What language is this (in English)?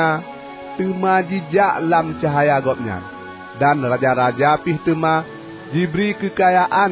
Achinese